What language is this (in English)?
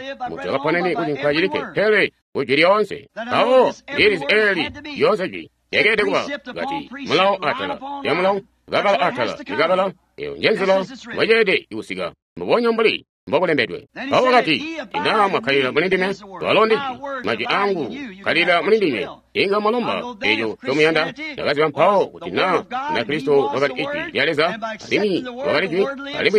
Tonga (Zambia)